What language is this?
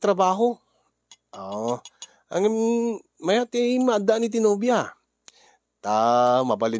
Iloko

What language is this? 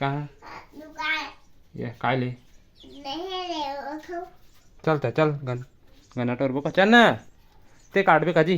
Chhattisgarhi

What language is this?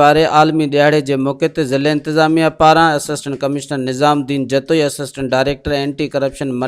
Sindhi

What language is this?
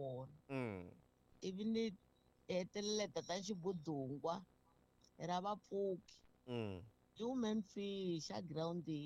Tsonga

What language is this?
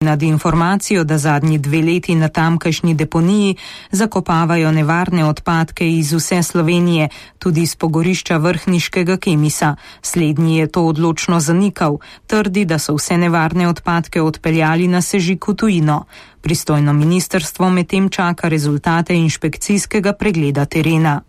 Slovenian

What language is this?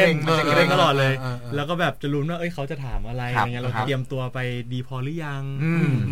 Thai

